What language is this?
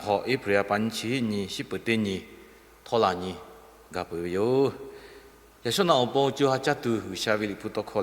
Lahu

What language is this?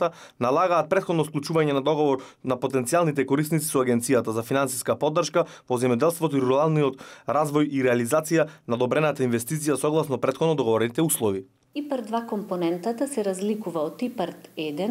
Macedonian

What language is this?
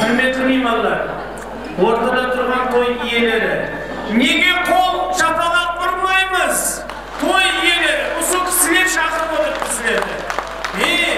Kara-Kalpak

